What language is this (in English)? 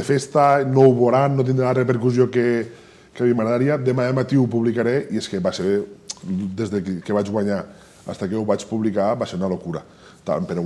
Catalan